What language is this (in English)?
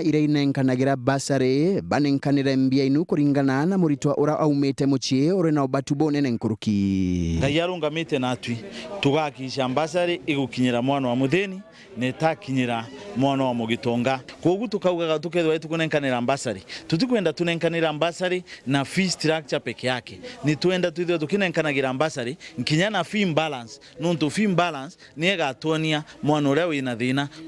Meru